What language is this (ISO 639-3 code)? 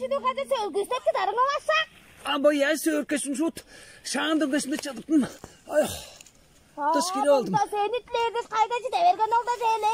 tyv